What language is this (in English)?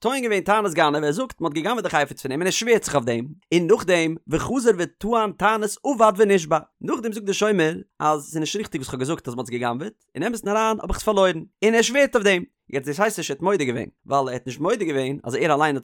Yiddish